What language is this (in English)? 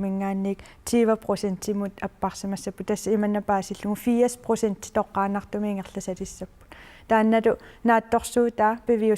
Kalaallisut